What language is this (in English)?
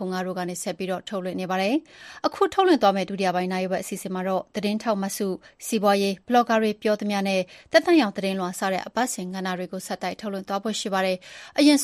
Burmese